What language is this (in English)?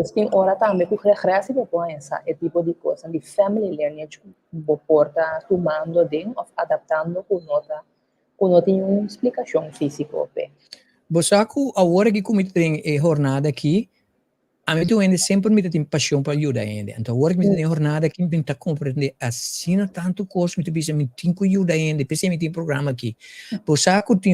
Papiamento